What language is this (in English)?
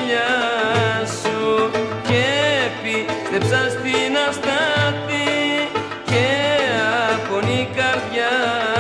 Greek